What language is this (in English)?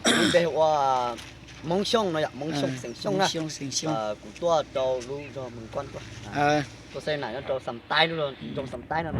Hmong